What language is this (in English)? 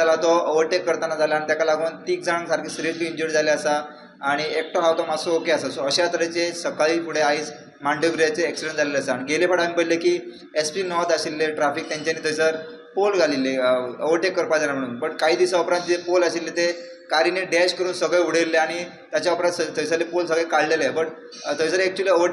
Konkani